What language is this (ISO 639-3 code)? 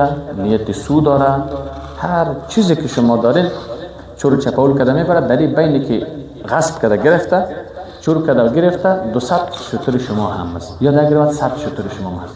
fas